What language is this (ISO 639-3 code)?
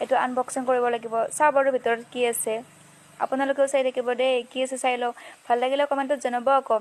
asm